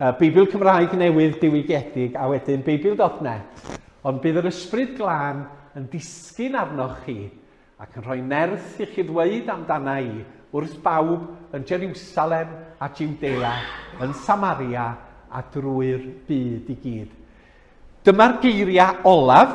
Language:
Welsh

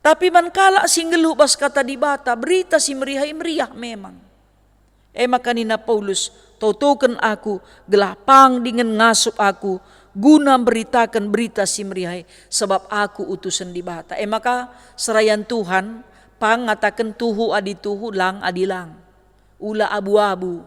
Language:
Batak Karo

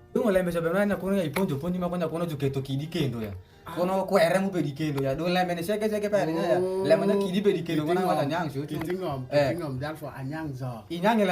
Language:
Alur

